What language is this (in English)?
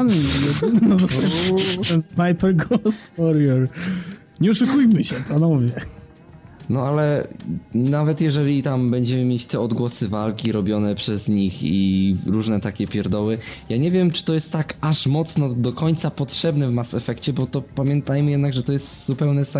Polish